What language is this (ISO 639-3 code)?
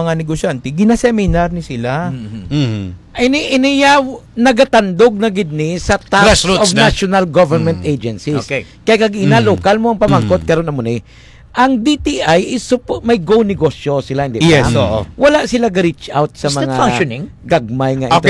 hil